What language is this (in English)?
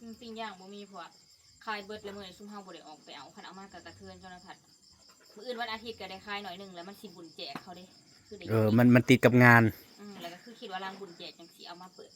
Northeastern Thai